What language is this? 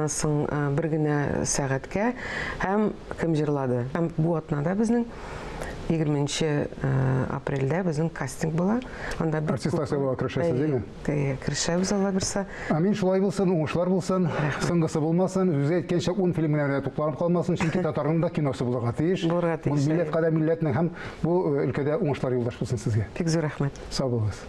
Tatar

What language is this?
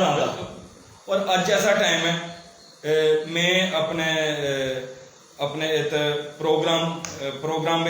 Dogri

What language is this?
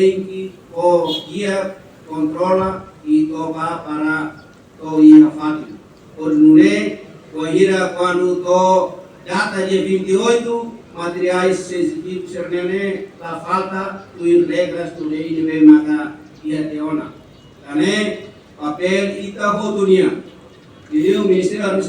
Tetum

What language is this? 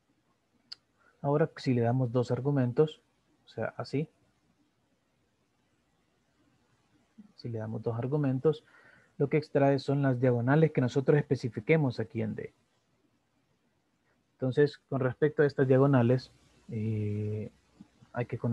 Spanish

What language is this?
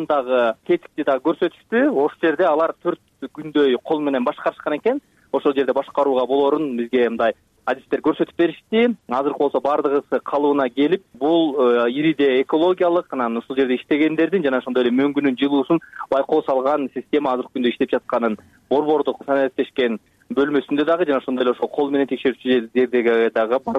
Kyrgyz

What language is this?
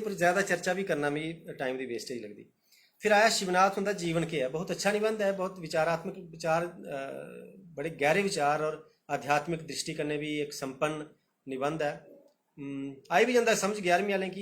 Dogri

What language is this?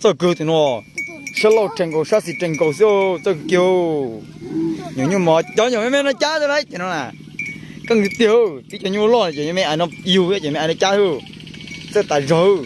Hmong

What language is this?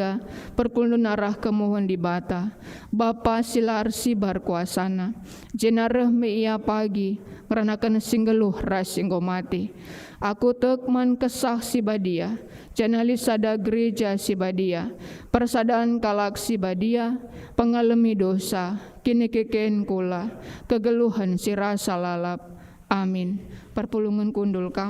Batak Karo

